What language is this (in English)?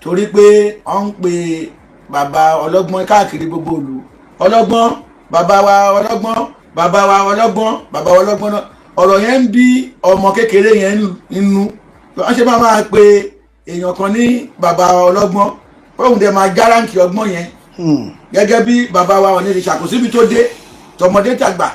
Yoruba